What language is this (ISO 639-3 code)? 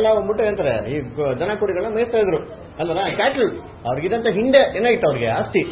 kan